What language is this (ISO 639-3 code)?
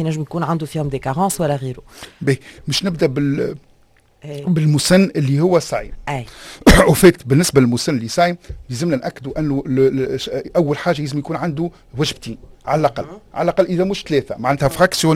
aeb